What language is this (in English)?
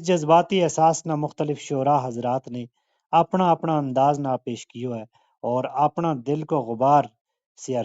Gujari